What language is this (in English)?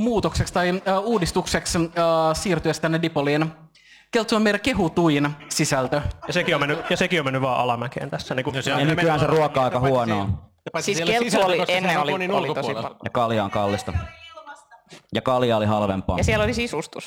Finnish